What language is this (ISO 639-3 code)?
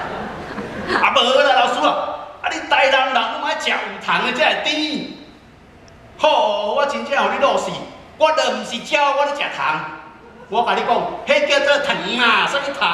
nan